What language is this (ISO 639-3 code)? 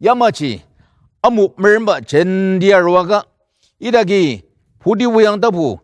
njo